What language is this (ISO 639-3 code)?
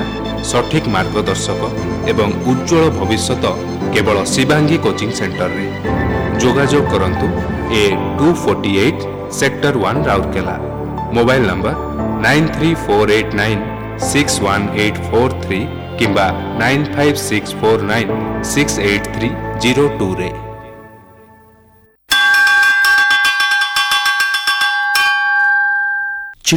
ori